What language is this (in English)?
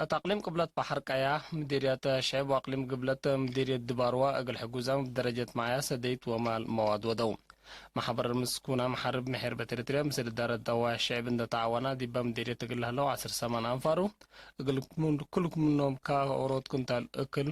Tigre